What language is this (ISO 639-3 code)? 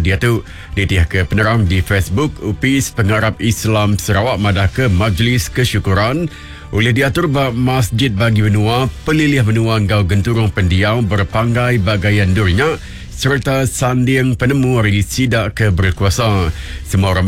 iba